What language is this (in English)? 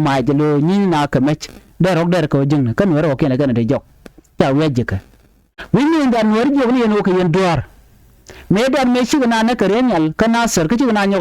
Nuer